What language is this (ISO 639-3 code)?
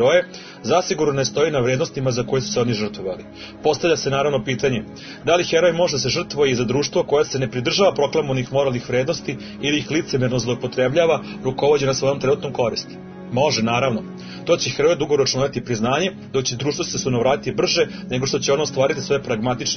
srp